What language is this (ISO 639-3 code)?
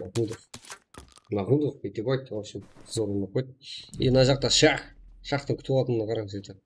kaa